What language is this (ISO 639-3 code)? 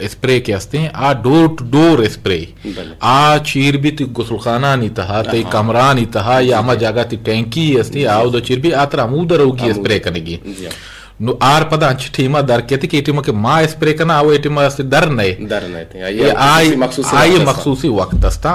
bgp